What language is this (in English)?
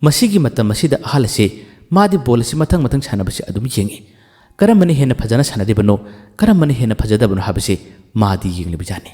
Manipuri